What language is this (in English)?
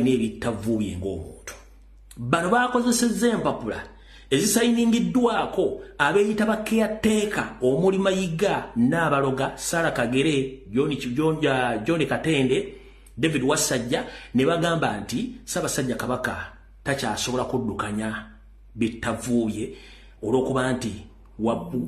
Ganda